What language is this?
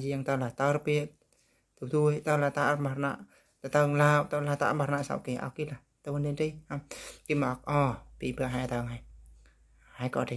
Eastern Bru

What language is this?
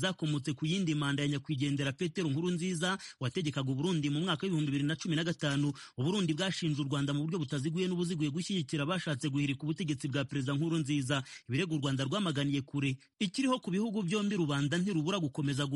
Kinyarwanda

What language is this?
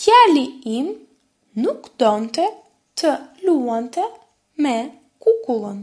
Albanian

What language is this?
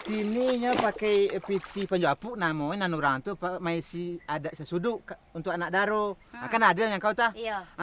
Minangkabau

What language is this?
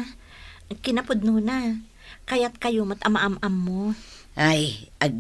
Iloko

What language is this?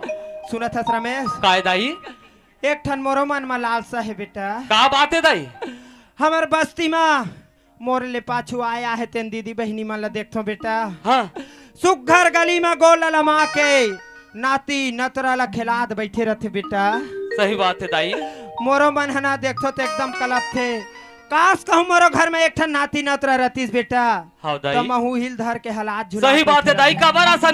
Chhattisgarhi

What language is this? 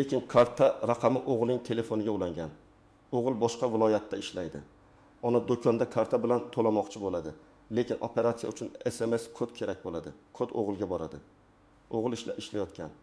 Uzbek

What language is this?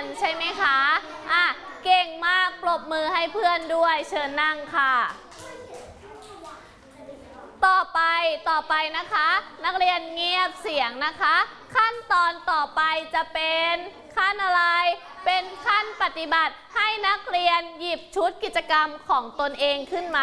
Thai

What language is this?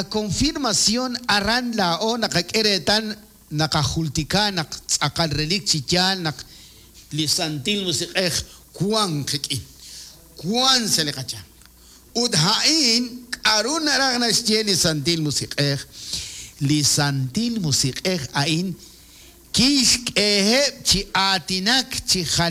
Kekchí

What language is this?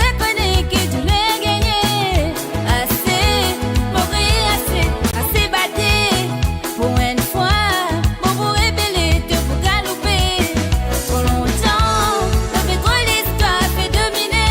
Morisyen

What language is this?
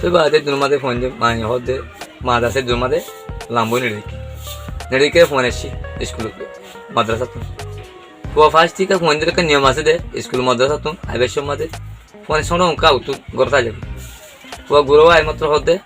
Rohingya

